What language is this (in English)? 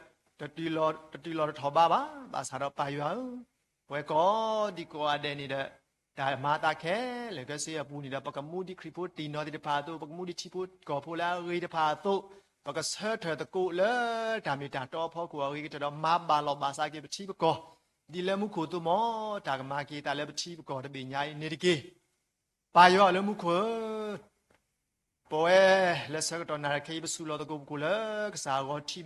S'gaw Karen